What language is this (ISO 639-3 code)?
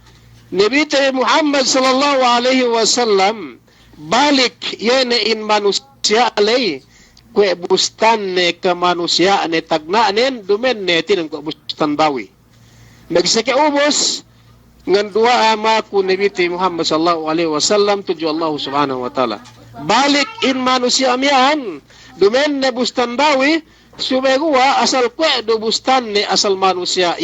yka